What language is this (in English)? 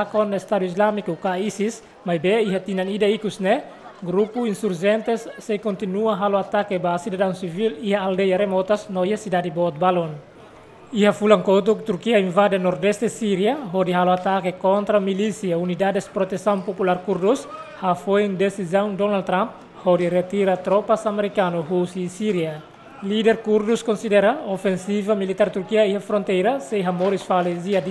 Tetum